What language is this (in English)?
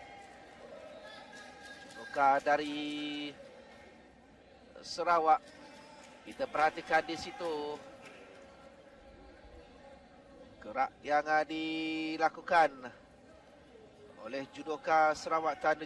Malay